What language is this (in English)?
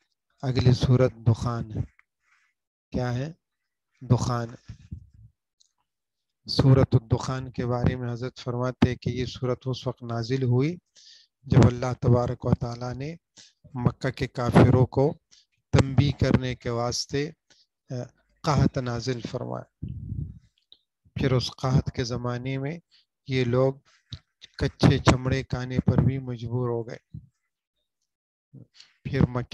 Urdu